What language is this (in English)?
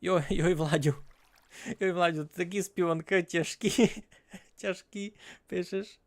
Rusyn